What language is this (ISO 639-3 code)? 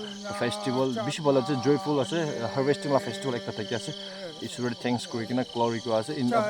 nag